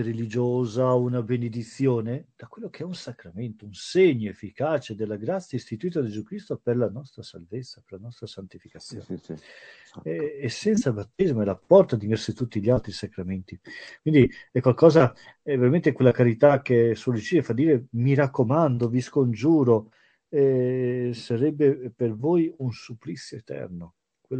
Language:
Italian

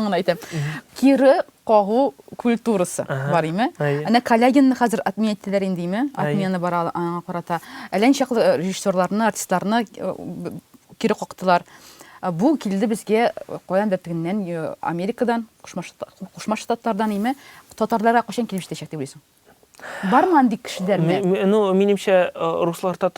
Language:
Tatar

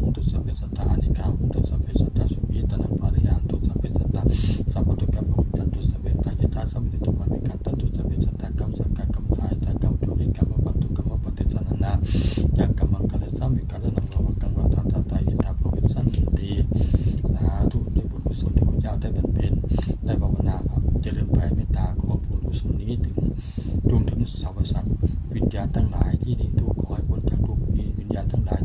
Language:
Pali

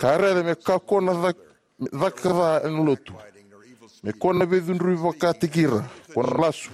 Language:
Fijian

